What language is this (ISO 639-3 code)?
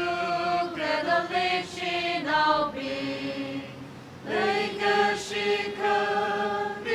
nmf